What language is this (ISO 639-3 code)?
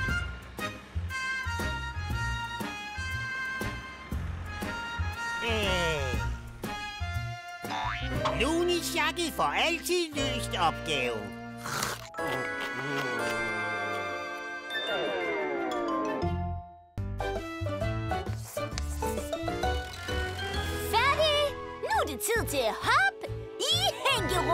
dan